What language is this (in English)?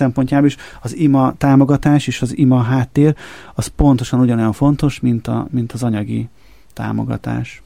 Hungarian